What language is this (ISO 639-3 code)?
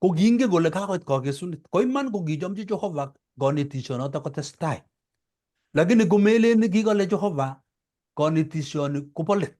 kln